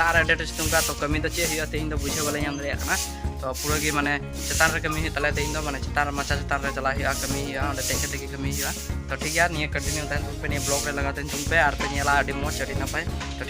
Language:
Santali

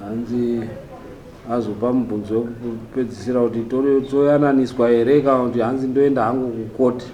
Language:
Shona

